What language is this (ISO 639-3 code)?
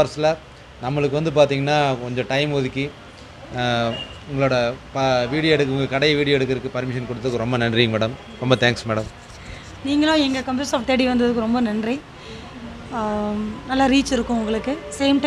tam